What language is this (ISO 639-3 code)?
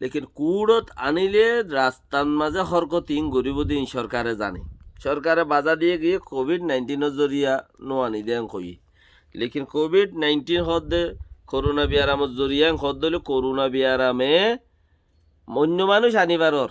rhg